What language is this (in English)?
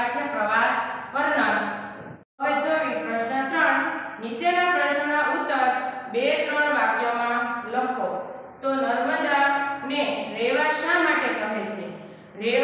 Gujarati